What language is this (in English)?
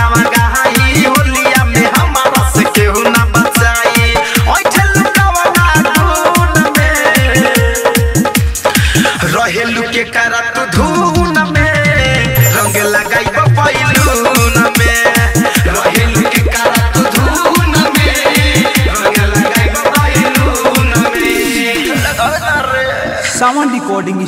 Bhojpuri